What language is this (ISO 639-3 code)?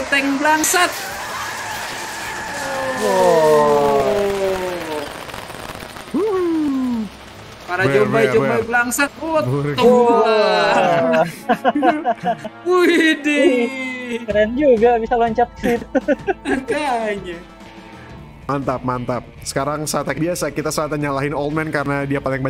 ind